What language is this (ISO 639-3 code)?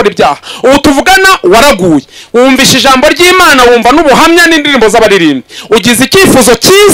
kin